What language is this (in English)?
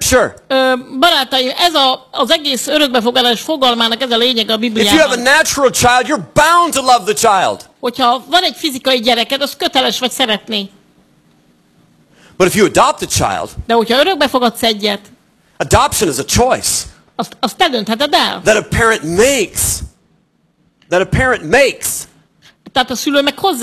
Hungarian